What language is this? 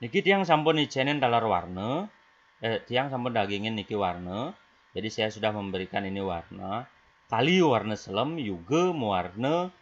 Balinese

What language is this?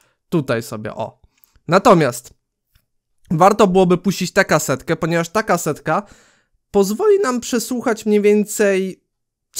Polish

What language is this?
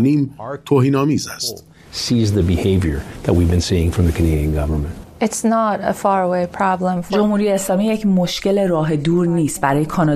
Persian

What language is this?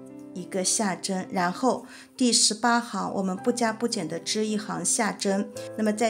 Chinese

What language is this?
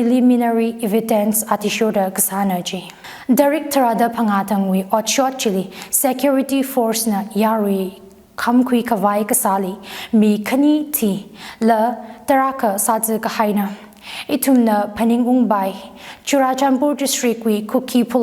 Tangkhul Naga (India)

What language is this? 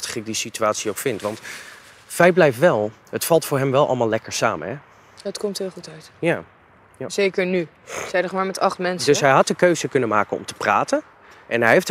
Dutch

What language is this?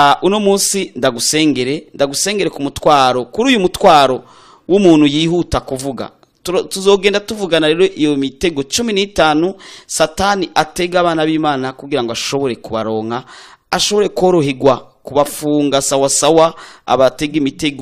Rundi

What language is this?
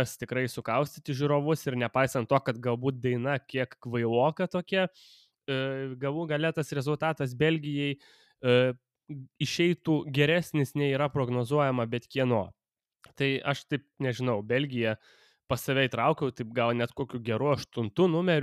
Lithuanian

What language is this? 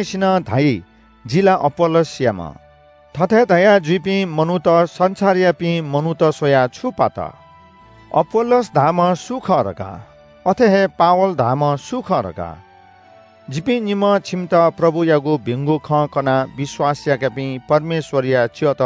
Newari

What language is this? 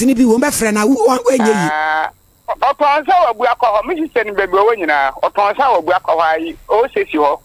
Akan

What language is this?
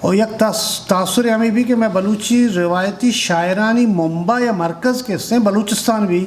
Eastern Balochi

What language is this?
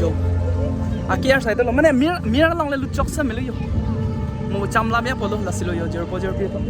Karbi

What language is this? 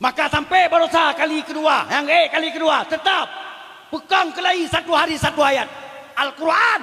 Achinese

